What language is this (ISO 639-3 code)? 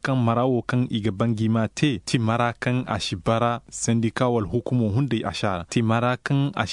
ses